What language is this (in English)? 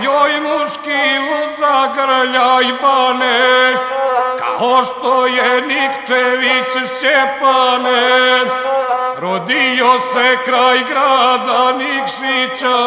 Serbian